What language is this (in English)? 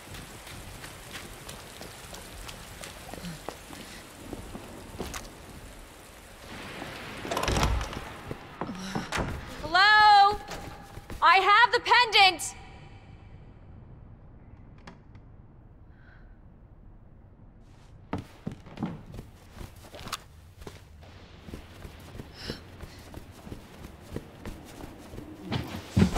English